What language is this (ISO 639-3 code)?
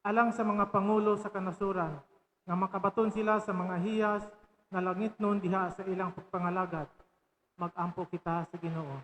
ceb